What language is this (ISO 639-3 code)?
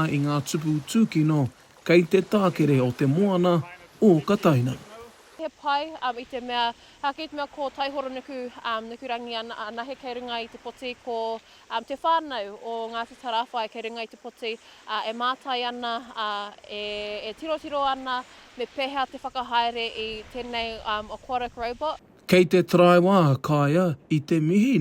mri